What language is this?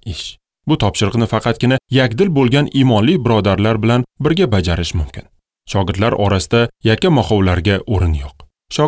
Uzbek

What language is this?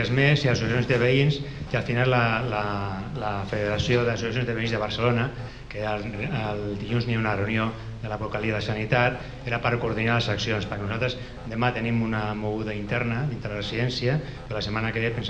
Catalan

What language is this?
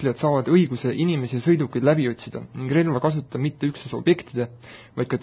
Estonian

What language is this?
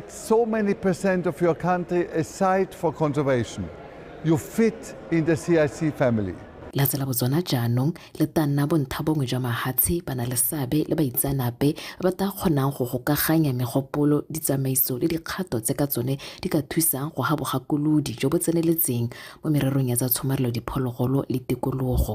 Tswana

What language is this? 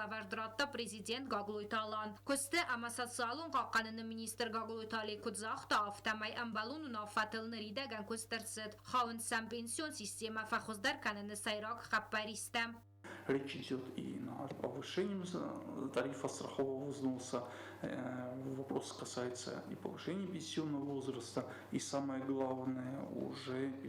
Ossetic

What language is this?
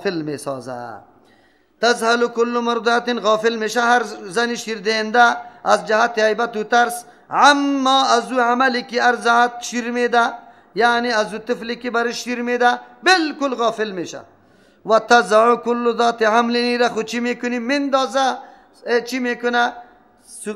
Persian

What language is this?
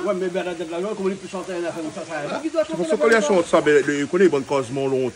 Réunion Creole French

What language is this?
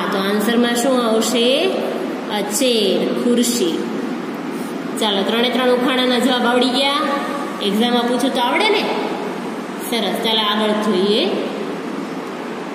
Gujarati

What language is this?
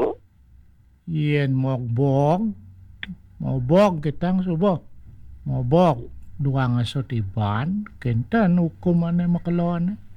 Balinese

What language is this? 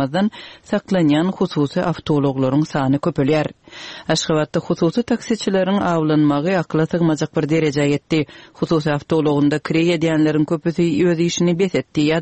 Turkmen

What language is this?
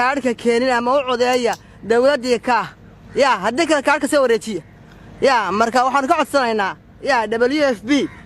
Somali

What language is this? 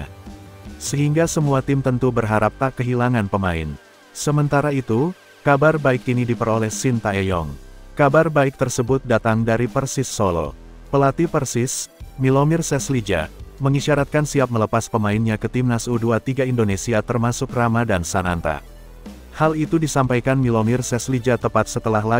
Indonesian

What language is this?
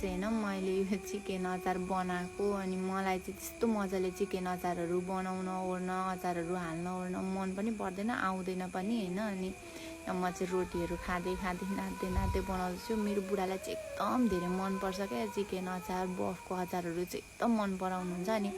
Nepali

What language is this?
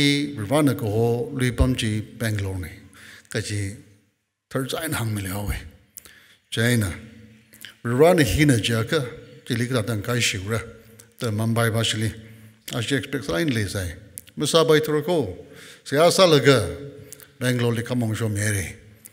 Tangkhul Naga (India)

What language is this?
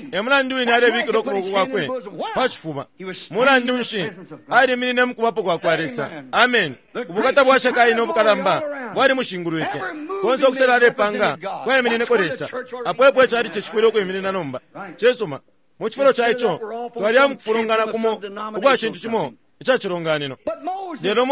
Bemba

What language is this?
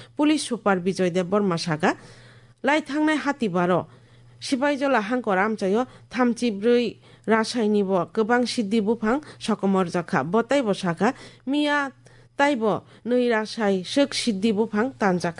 Kok Borok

